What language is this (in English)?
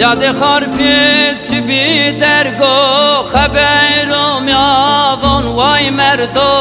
Zaza